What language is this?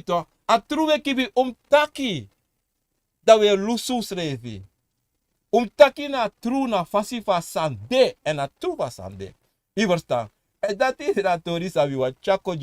Sranan Tongo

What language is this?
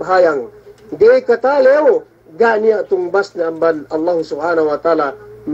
Yakan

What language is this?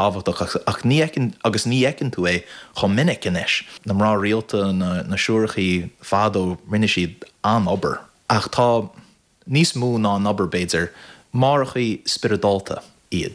Irish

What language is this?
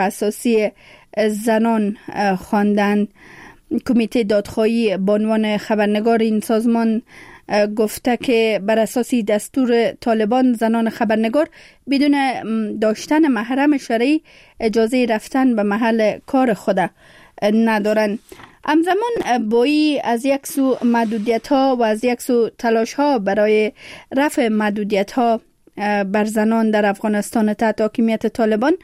Persian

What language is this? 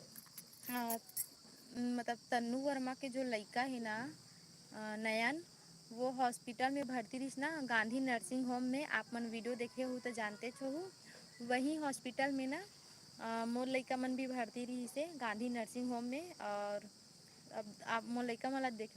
Chhattisgarhi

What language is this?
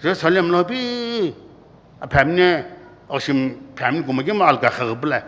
Sumi Naga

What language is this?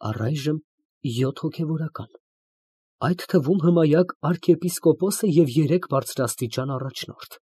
Armenian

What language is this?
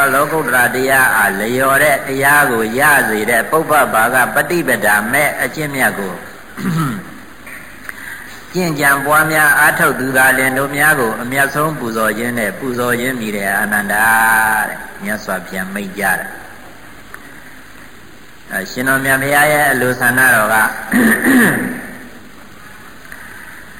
Burmese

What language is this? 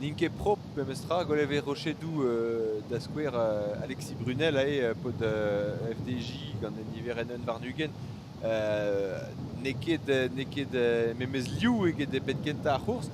Breton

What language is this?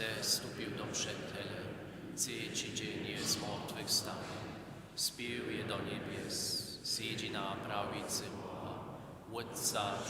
Upper Sorbian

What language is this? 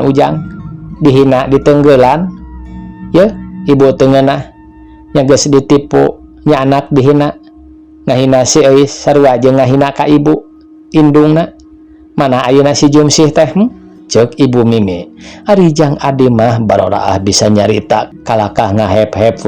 Sundanese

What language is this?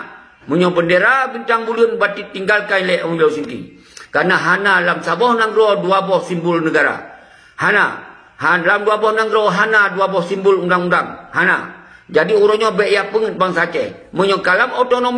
Achinese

